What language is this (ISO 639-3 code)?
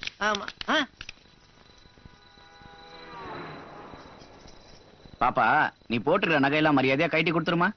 tam